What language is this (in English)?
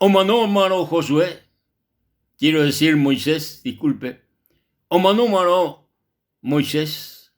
Guarani